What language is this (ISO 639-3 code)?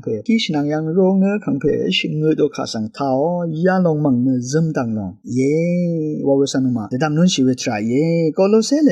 raw